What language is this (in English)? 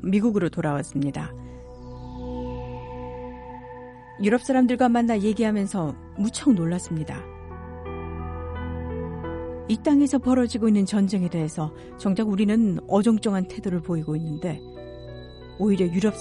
Korean